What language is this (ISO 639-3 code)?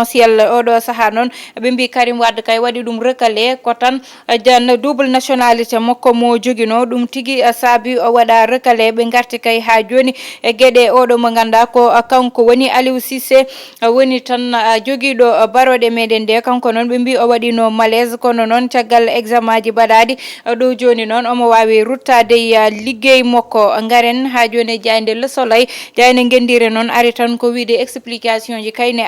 ful